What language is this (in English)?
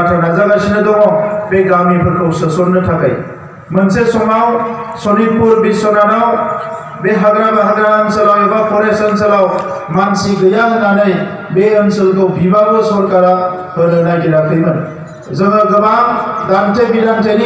Bodo